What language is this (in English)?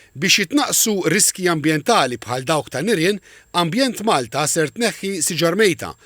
Maltese